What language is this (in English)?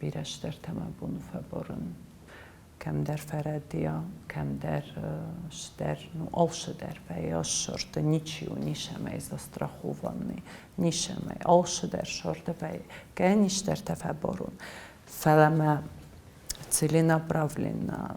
Ossetic